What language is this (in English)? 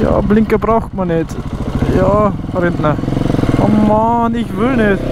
Bavarian